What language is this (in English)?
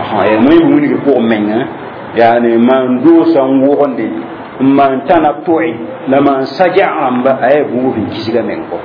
Mossi